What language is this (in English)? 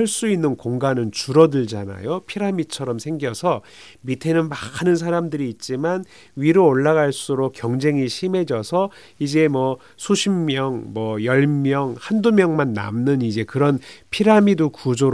Korean